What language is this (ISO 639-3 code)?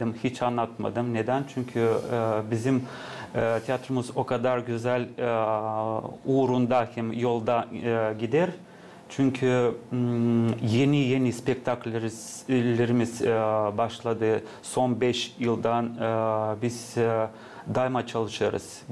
gag